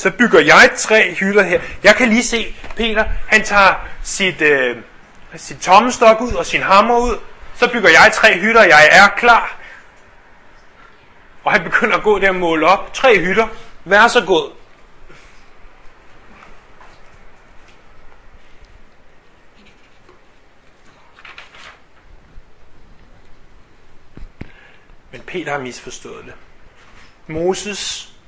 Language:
Danish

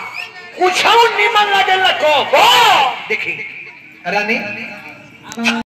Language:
Bhojpuri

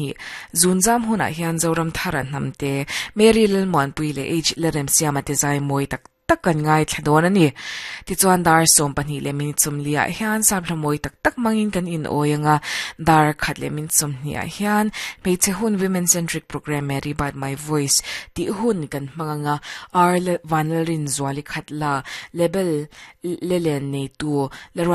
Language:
Mizo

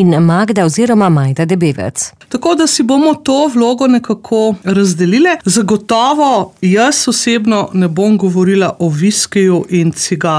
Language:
Slovenian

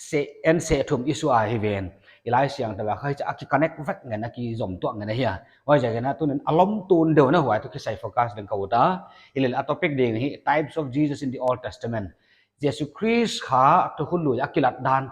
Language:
Paite Chin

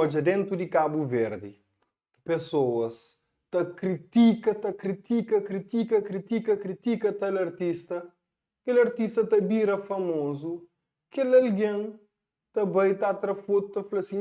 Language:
Kabuverdianu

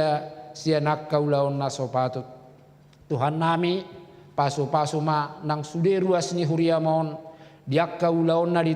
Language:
Batak Toba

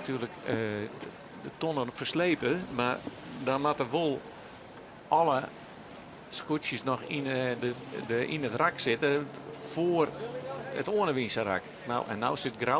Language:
Western Frisian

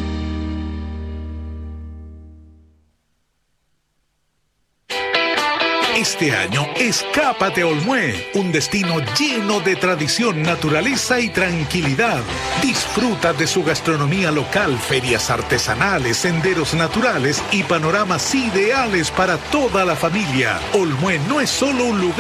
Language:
Spanish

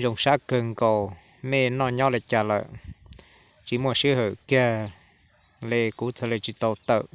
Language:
Hmong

